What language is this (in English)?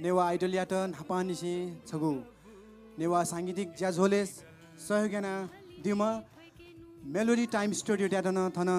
Newari